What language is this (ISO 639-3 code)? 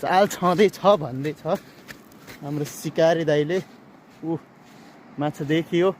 nep